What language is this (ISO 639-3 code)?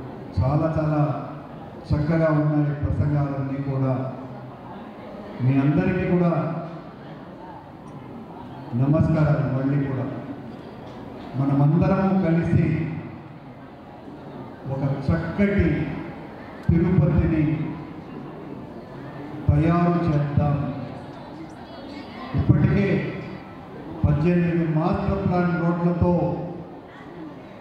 tel